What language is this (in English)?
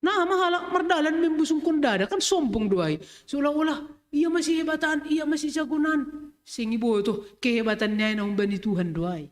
Batak Simalungun